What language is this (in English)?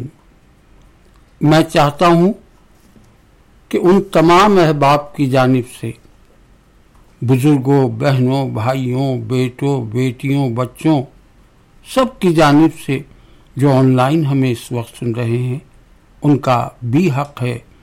Urdu